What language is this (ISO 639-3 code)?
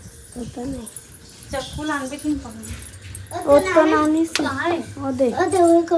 hne